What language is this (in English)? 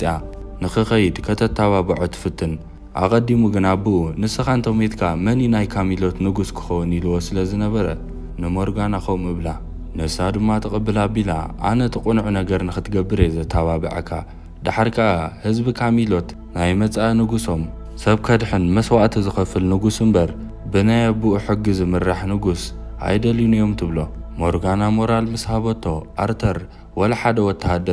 Tigrinya